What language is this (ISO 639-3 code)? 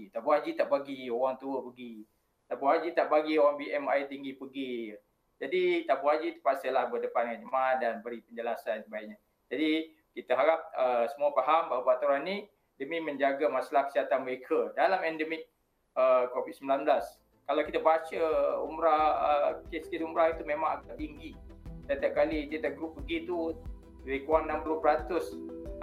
msa